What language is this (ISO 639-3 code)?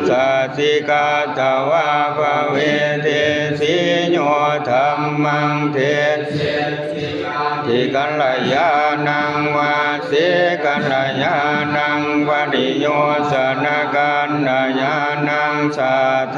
pli